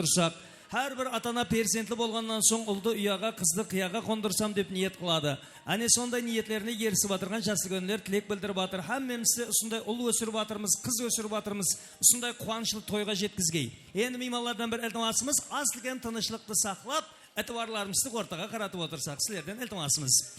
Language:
Kara-Kalpak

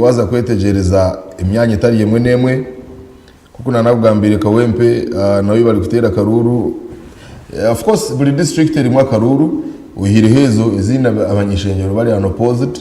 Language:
Nyankole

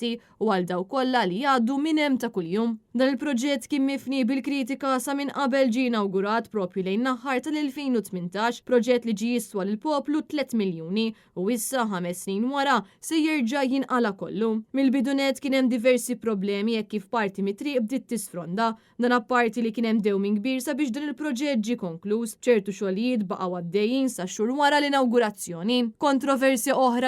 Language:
Maltese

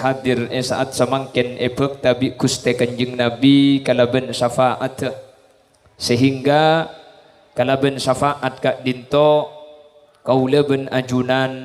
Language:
Madurese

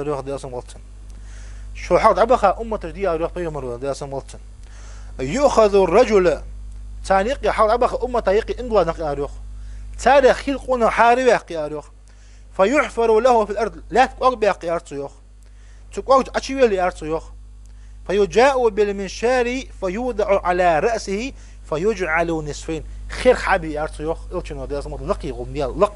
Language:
Ingush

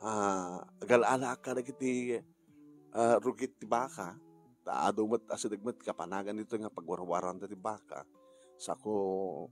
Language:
Iloko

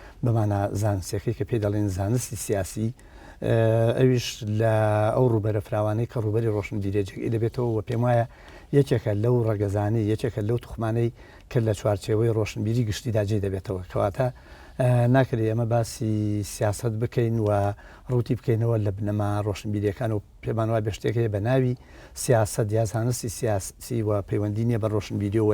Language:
Central Kurdish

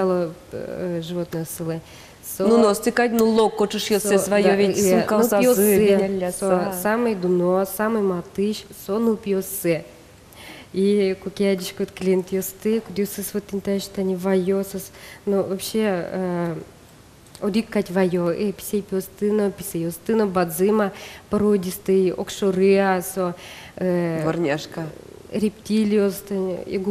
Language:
Udmurt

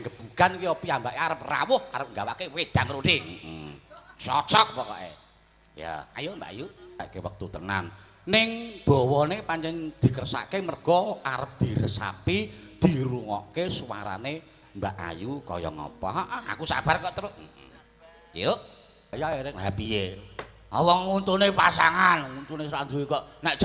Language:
Javanese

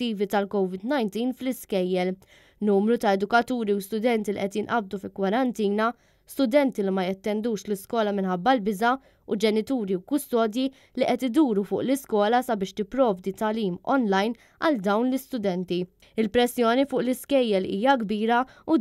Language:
Maltese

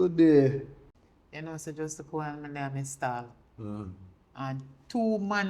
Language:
Jamaican Creole English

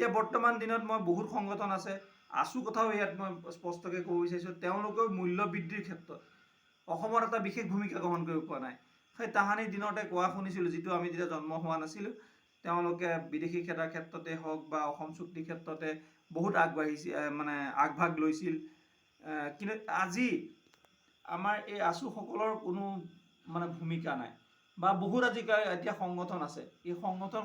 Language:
Assamese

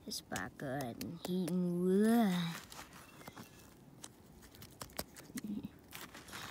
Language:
Danish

